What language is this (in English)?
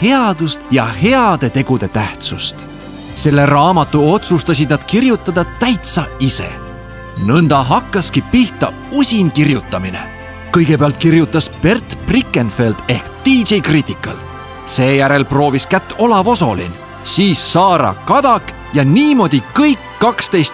Estonian